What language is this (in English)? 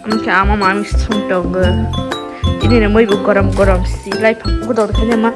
Kok Borok